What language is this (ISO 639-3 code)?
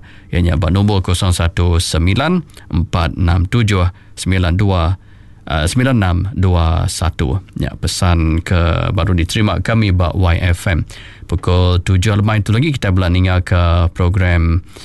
iba